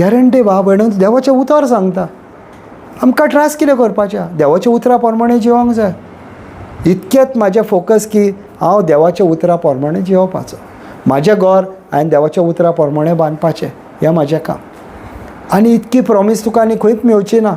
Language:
Konkani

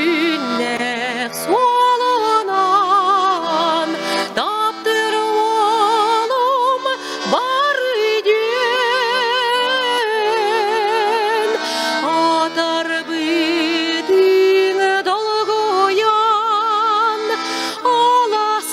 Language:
Yakut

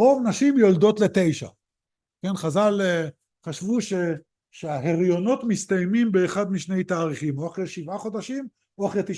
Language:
Hebrew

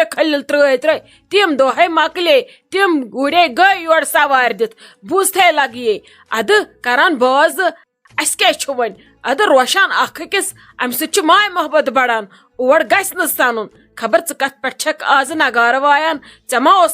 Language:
Kashmiri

